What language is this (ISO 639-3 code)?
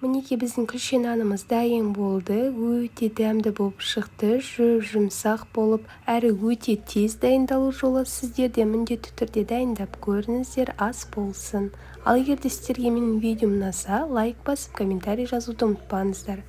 kaz